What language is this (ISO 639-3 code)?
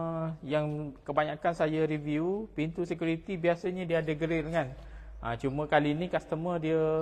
msa